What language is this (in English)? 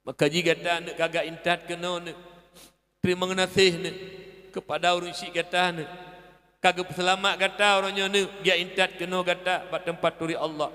Achinese